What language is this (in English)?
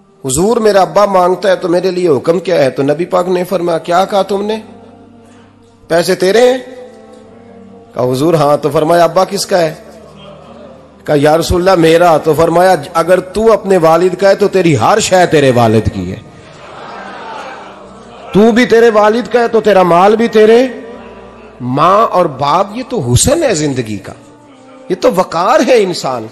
Urdu